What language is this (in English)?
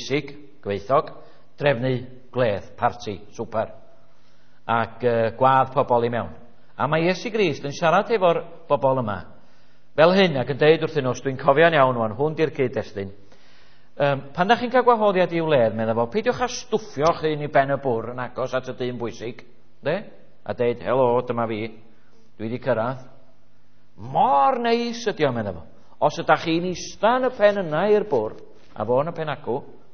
Welsh